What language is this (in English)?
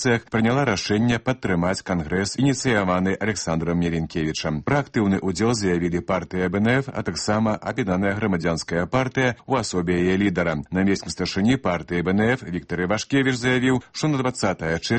Belarusian